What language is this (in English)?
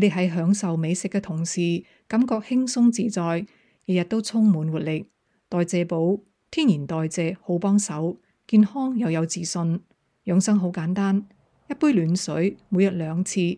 Cantonese